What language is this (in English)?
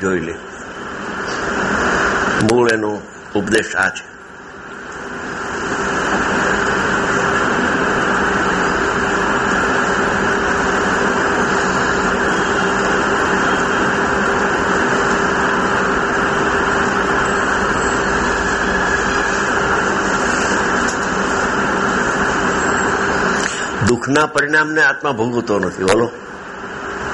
Gujarati